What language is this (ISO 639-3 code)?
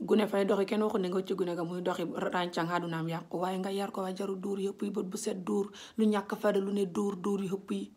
wol